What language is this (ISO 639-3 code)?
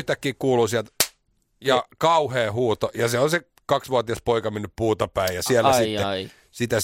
fin